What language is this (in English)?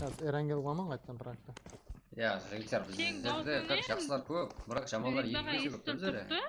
Kara-Kalpak